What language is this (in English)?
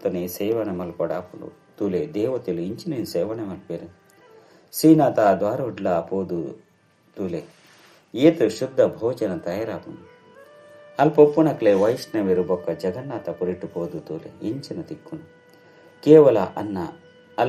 Tulu